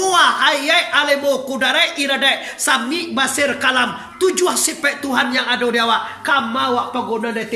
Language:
Minangkabau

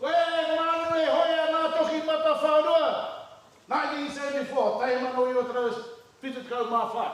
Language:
Māori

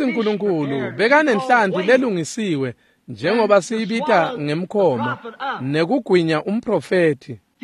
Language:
Swati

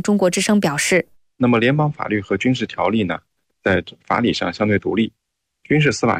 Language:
Chinese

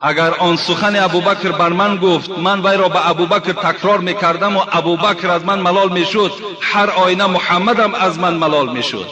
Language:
Tajik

